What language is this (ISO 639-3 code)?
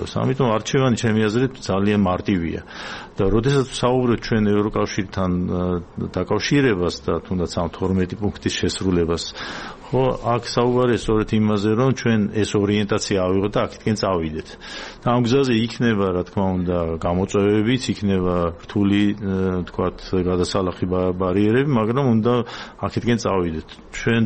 kat